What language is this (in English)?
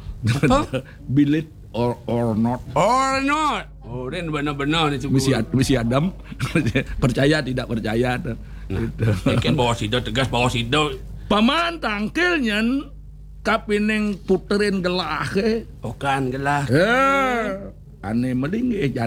Balinese